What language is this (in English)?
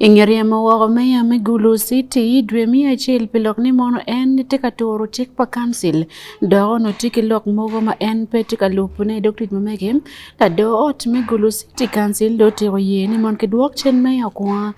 Acoli